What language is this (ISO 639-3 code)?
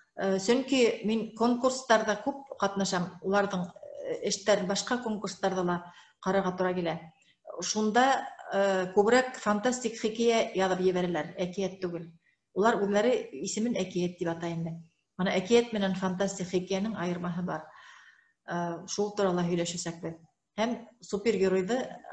bak